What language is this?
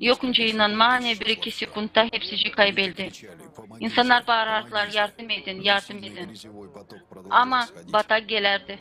Gagauz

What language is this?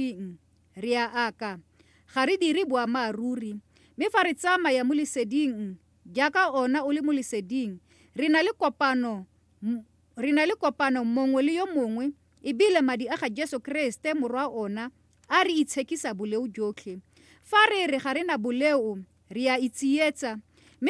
Tswana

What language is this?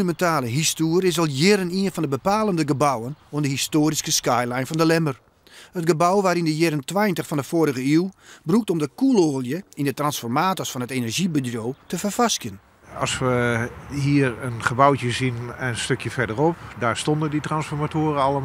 Western Frisian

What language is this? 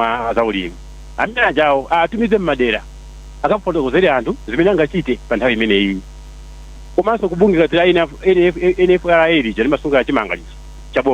Nyanja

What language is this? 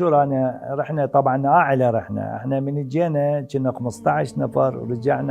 Mesopotamian Arabic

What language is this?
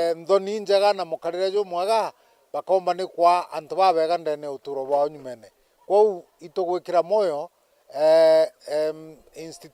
Meru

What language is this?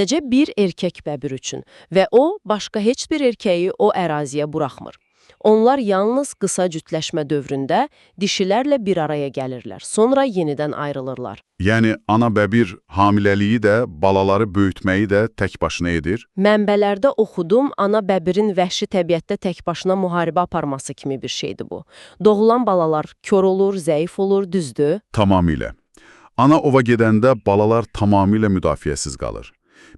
Azerbaijani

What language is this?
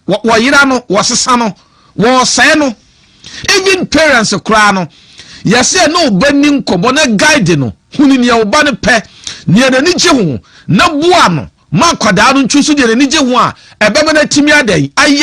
Akan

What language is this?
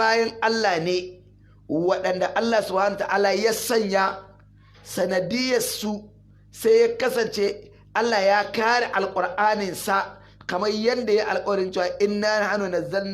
Hausa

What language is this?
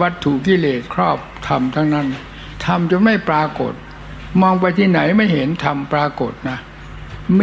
Thai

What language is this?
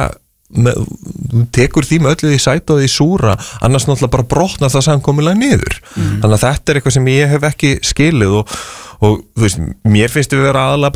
Icelandic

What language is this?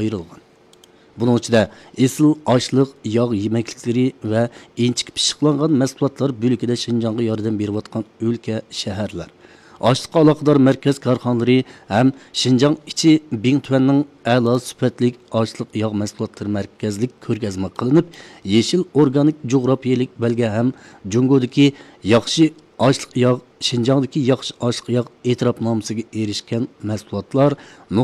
Uyghur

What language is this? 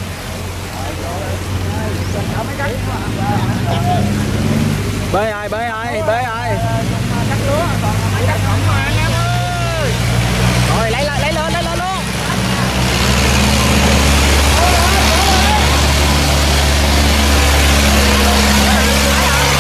Vietnamese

